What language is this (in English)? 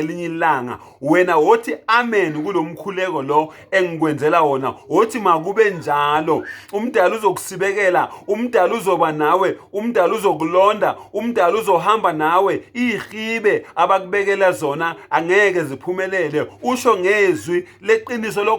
Zulu